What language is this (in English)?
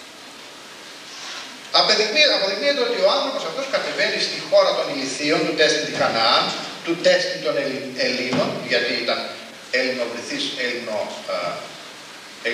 Greek